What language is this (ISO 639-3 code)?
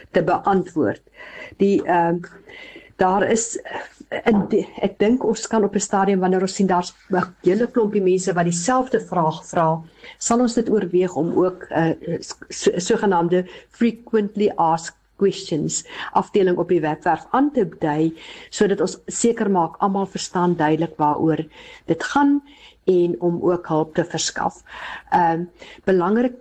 afr